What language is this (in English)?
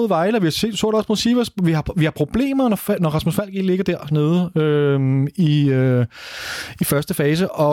Danish